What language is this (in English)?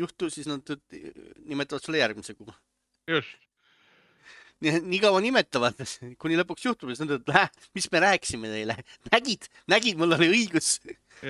Estonian